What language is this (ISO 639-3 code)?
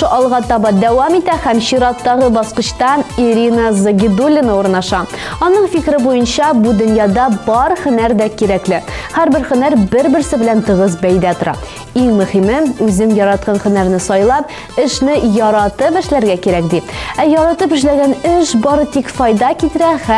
tat